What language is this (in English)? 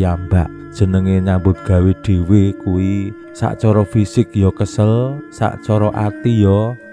Javanese